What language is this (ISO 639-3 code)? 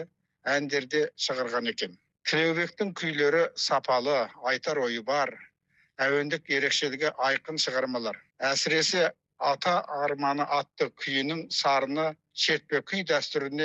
kaz